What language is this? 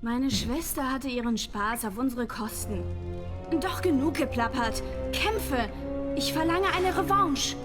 Swiss German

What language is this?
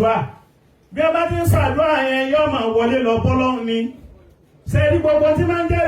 Yoruba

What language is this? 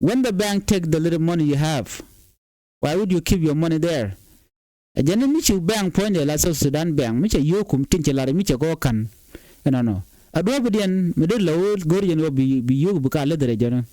Nuer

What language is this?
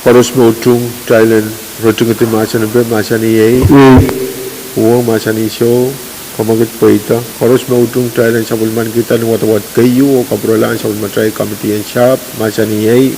Pohnpeian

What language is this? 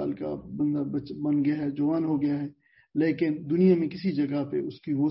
Urdu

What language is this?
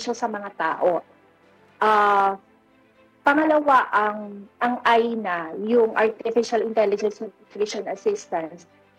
Filipino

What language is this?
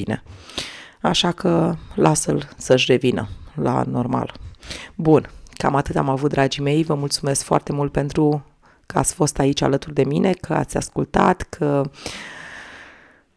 Romanian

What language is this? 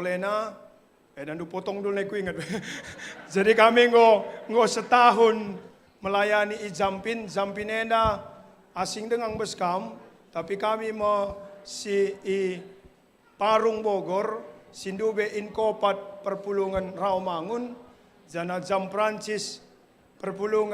Batak Karo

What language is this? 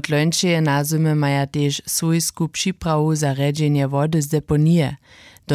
Upper Sorbian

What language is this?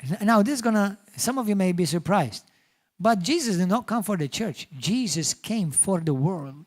English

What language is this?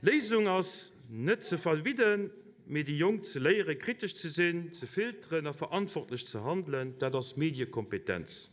Luxembourgish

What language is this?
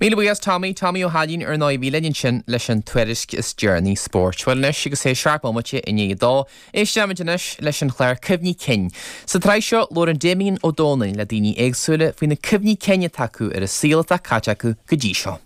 Irish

